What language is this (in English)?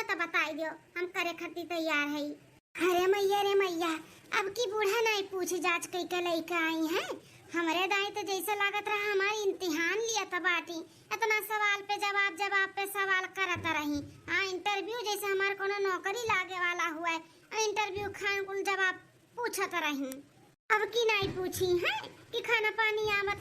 Awadhi